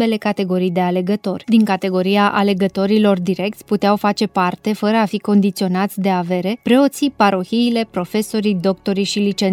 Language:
Romanian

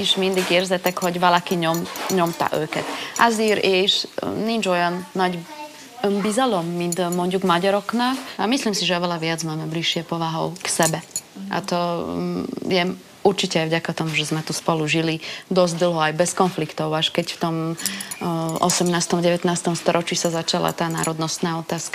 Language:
Hungarian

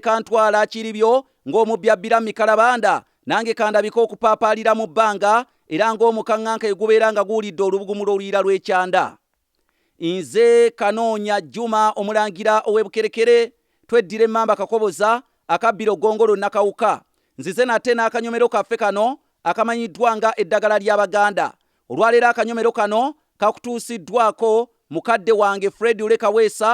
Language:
Ganda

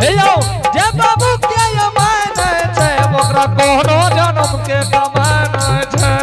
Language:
Angika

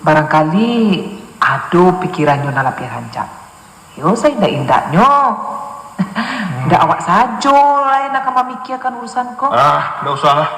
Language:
Minangkabau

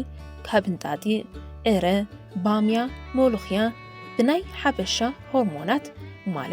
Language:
Tigrinya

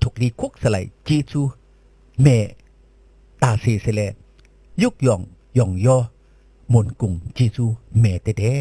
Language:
Shan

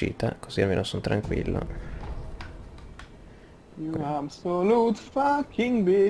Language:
Italian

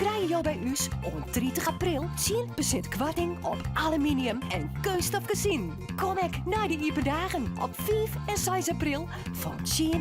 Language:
Western Frisian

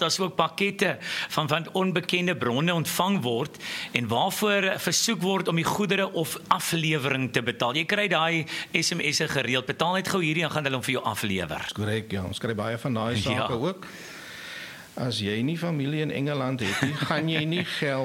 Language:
Afrikaans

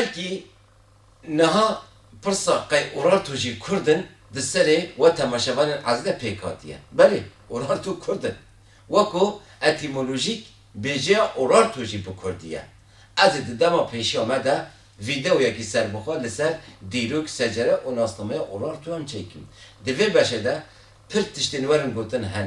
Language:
Kurdish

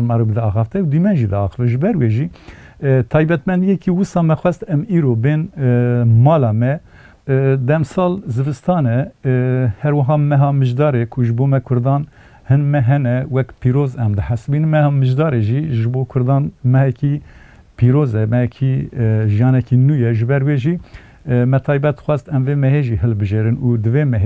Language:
Kurdish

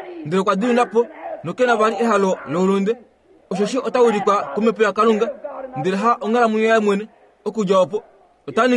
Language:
Kuanyama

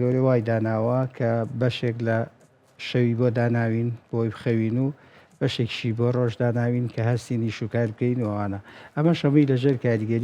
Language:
Central Kurdish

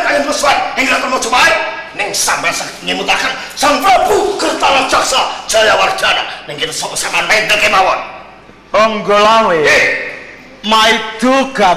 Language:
Javanese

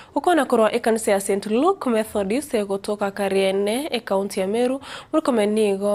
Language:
Gusii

